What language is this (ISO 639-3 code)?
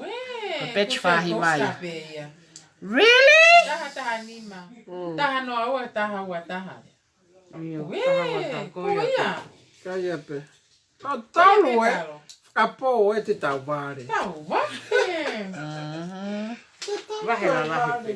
ton